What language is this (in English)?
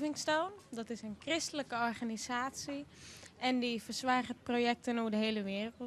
Western Frisian